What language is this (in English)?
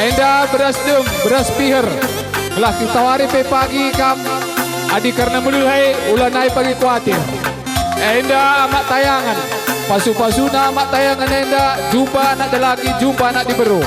Batak Karo